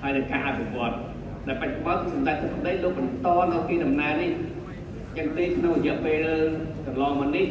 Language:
Khmer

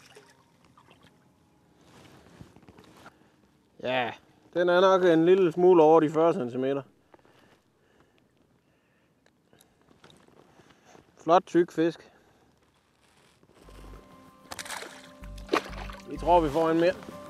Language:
Danish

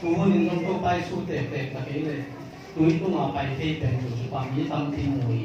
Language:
Tedim Chin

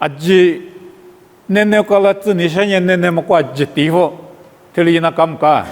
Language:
Lisu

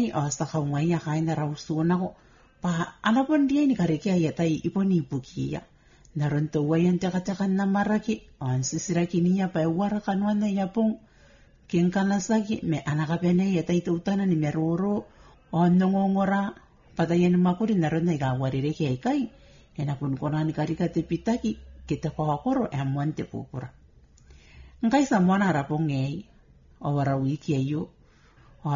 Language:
Gilbertese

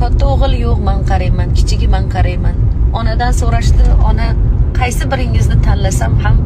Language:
Uzbek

